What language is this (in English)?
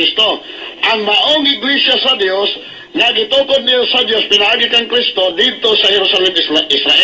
Cebuano